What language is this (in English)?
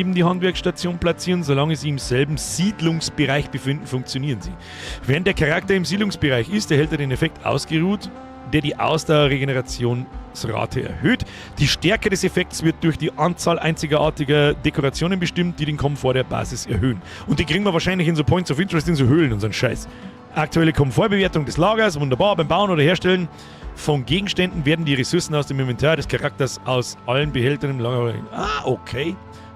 Bavarian